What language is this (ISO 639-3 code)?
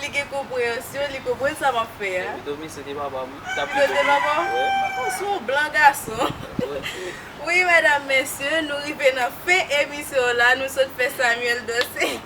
hat